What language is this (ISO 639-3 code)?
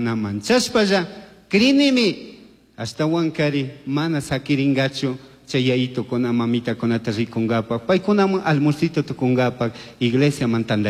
qug